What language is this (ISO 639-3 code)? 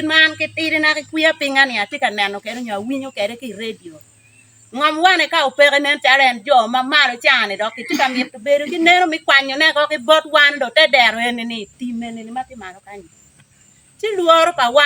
ach